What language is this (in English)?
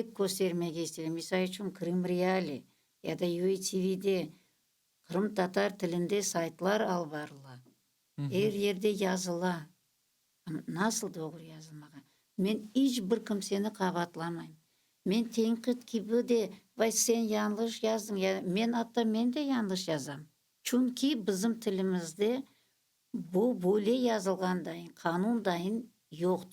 Crimean Tatar